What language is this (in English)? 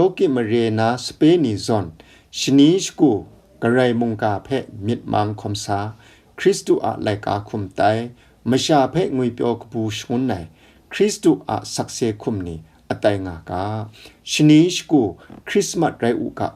Kachin